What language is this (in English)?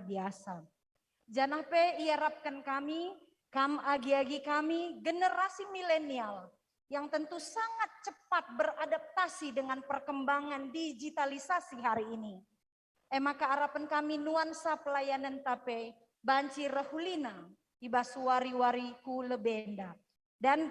Batak Karo